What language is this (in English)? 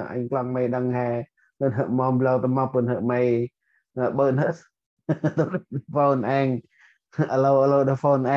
Central Mnong